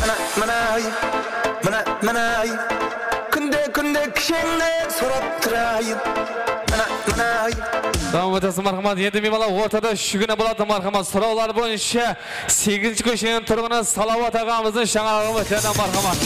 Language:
Kara-Kalpak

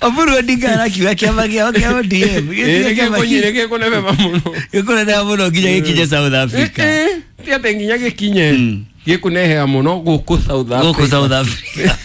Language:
Kikuyu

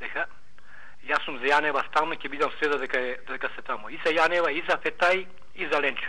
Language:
Macedonian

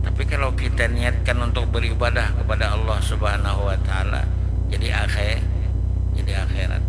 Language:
Banjar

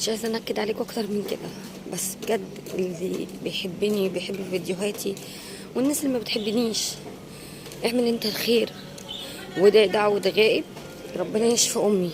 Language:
Egyptian Arabic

